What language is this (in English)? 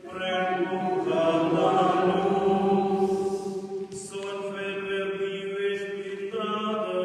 Romansh